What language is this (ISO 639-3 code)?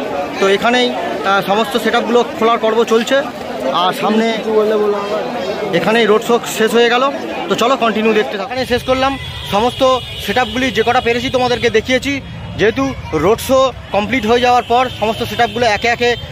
ben